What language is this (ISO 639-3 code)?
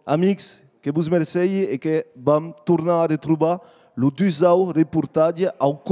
oci